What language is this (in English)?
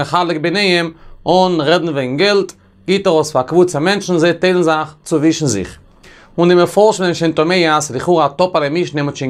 Yiddish